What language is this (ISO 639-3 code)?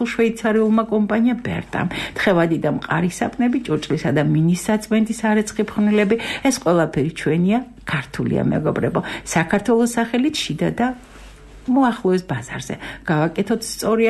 kat